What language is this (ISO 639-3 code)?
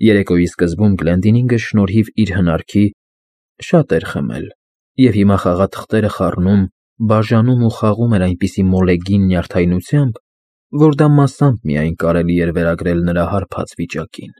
hye